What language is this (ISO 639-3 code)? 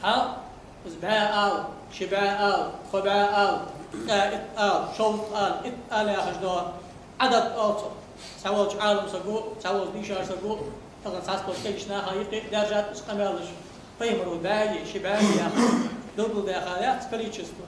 inh